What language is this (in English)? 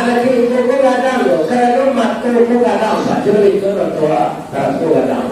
Minangkabau